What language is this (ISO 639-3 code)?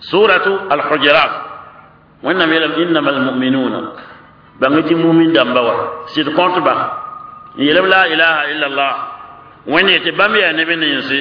mos